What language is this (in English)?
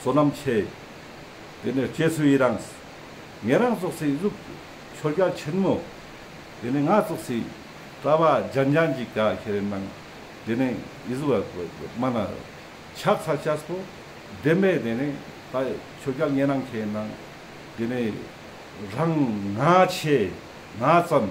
Ladakhi